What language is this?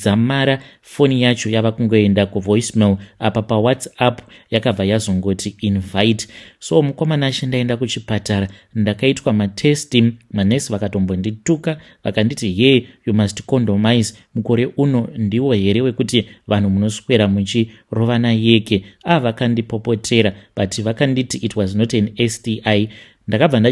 Shona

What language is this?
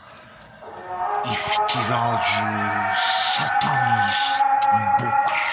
Turkish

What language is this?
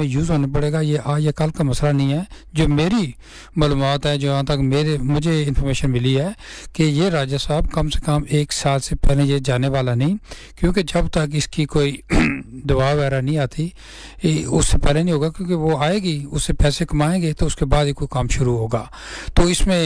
Urdu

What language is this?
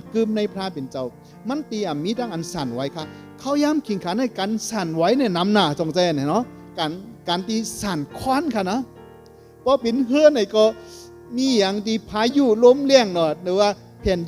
Shan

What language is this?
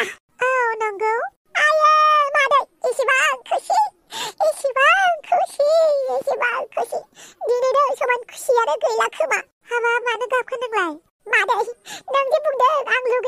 Bodo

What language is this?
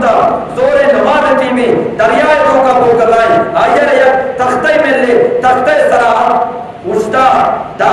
Eastern Balochi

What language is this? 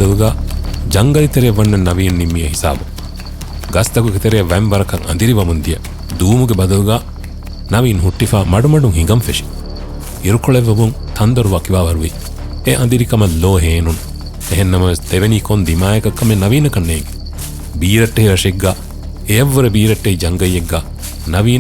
Divehi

